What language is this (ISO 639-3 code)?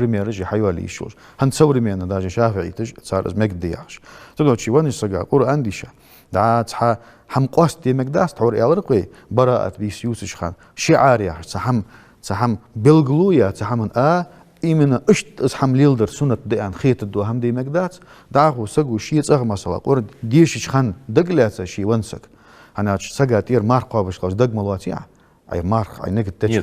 inh